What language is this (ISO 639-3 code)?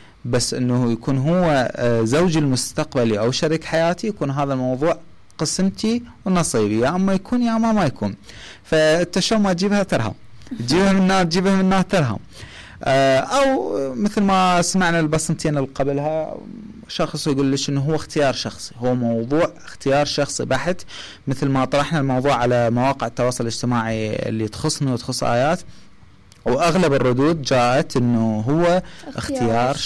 acm